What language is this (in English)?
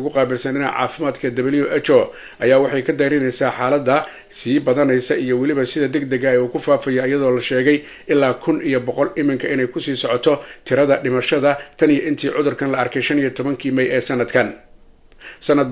Somali